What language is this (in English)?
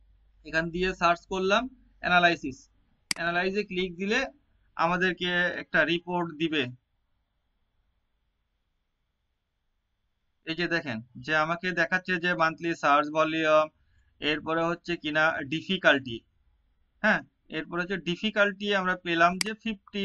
Bangla